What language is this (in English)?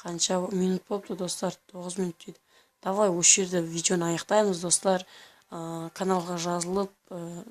Kazakh